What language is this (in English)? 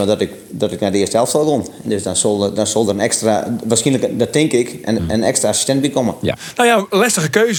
Western Frisian